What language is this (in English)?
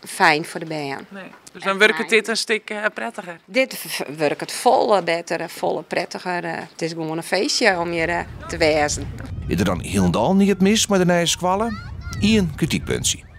Western Frisian